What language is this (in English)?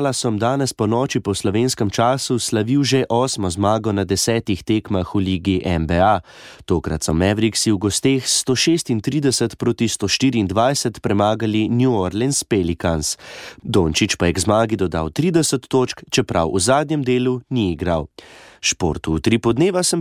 Slovenian